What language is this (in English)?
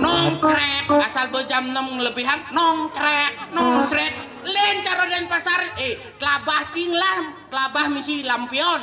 Balinese